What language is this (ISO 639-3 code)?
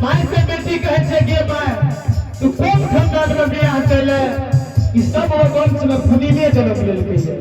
anp